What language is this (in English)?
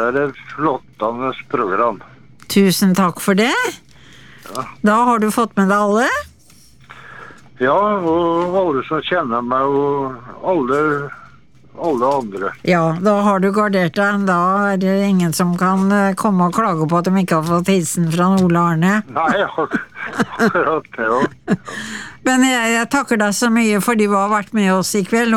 Norwegian